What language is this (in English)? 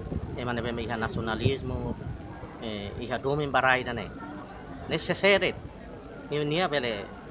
Tetum